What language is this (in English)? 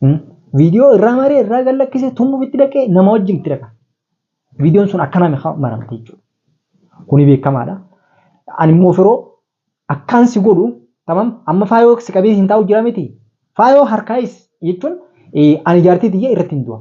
Oromo